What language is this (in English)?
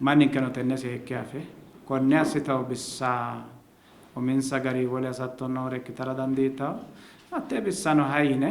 Sidamo